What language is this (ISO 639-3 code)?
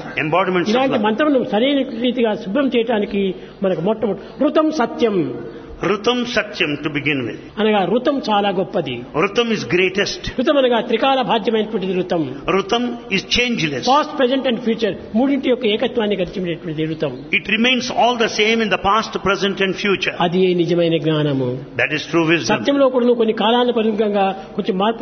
tel